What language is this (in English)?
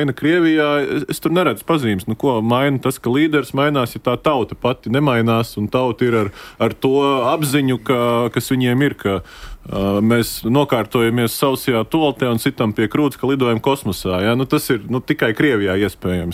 Latvian